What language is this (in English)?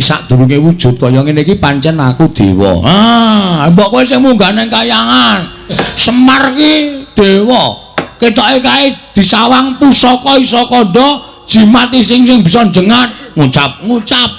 Javanese